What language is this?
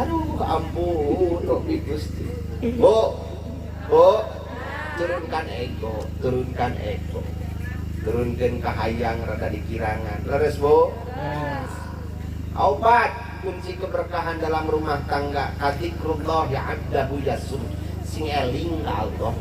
Sundanese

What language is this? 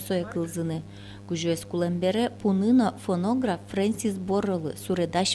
Udmurt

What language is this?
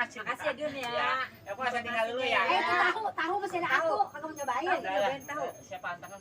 Betawi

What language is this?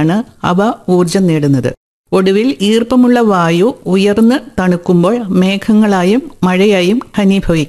Malayalam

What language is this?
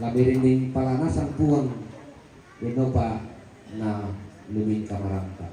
Toraja-Sa'dan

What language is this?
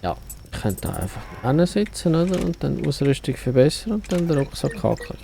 Swiss German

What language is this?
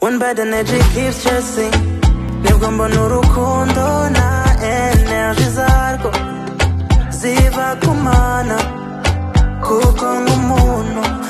Kinyarwanda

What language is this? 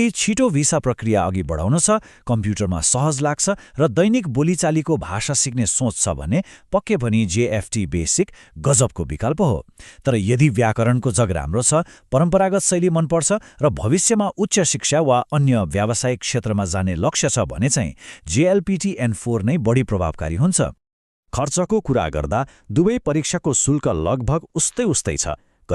Nepali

